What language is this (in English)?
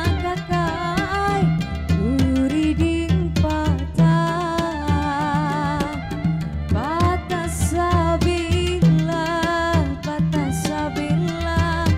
Banjar